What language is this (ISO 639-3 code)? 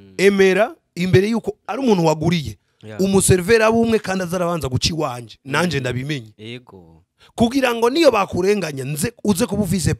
run